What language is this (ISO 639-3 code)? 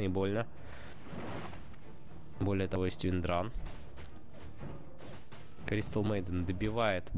rus